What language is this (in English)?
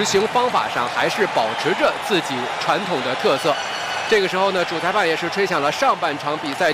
Chinese